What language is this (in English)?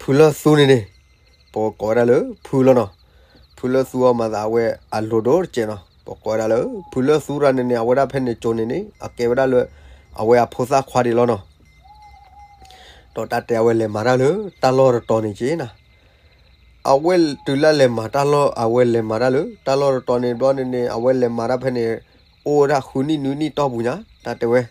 S'gaw Karen